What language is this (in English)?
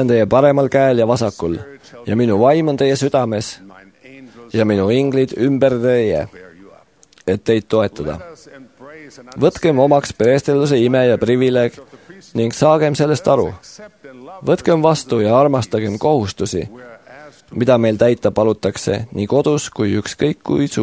Estonian